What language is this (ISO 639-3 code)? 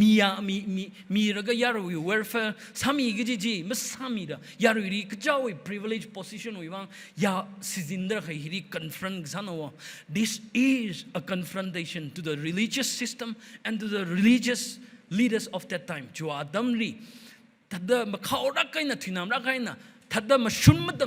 nmf